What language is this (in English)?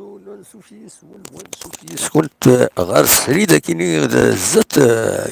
Kabyle